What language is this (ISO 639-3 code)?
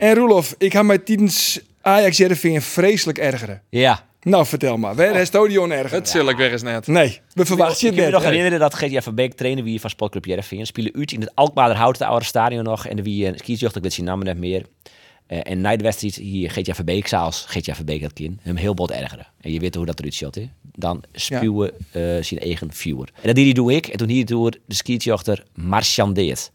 fry